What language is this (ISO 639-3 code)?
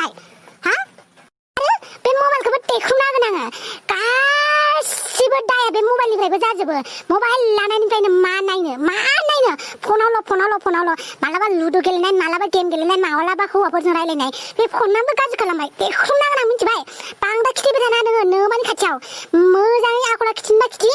brx